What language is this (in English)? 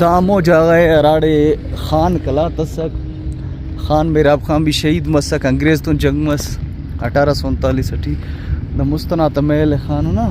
Brahui